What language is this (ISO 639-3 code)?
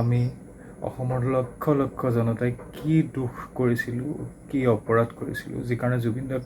asm